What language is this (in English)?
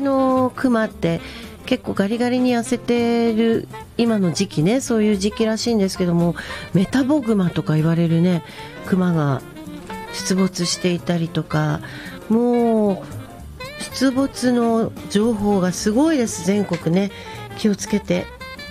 Japanese